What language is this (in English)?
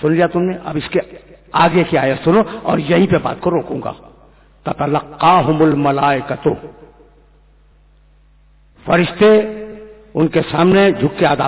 Urdu